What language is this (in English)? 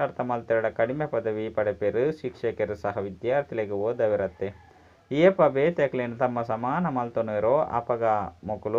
Tulu